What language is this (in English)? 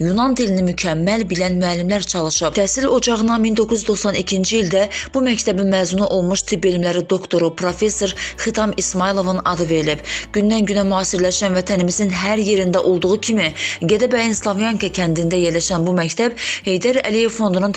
Azerbaijani